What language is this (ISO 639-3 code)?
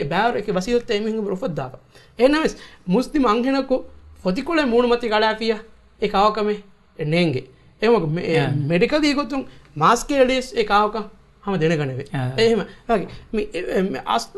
div